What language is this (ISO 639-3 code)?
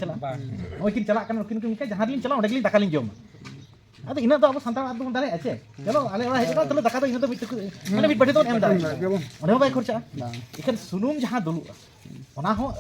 sat